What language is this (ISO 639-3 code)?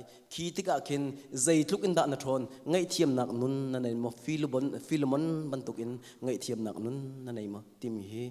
cnh